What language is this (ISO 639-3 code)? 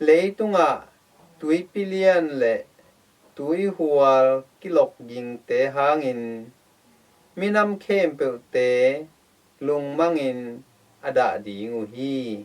ctd